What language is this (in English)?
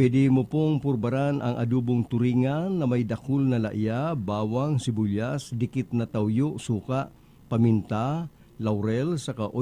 Bikol